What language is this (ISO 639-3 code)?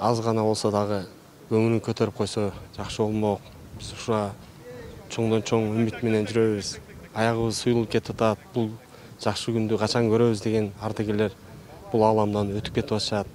kir